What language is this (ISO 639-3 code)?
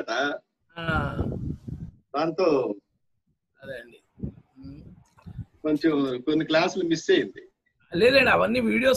tel